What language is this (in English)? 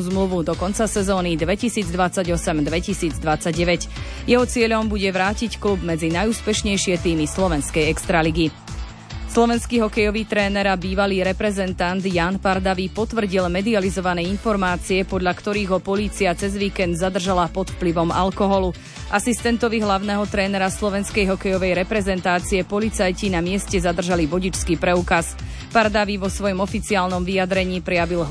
Slovak